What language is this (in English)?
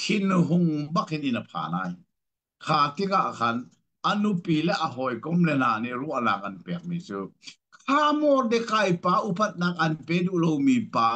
Hakha Chin